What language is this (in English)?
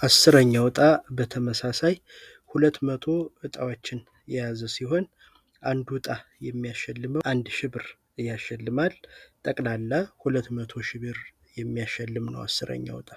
Amharic